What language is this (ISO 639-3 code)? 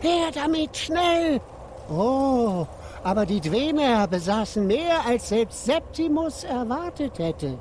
gsw